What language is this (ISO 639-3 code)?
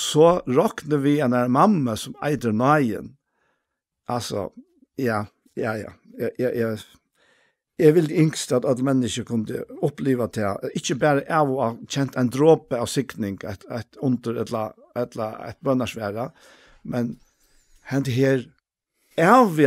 fao